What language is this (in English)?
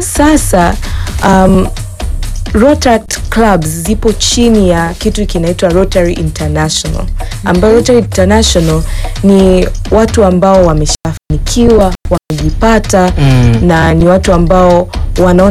Swahili